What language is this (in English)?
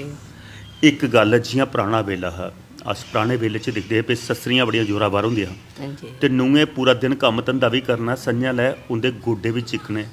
Dogri